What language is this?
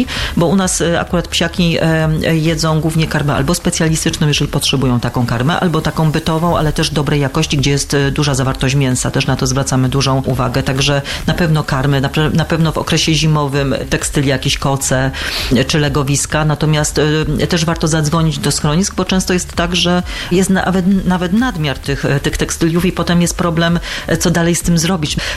Polish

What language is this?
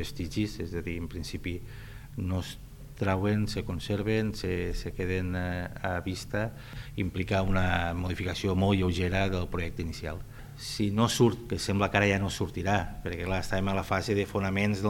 Catalan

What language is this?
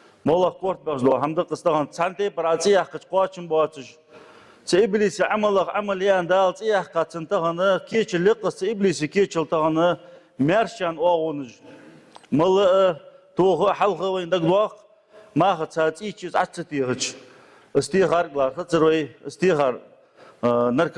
Ingush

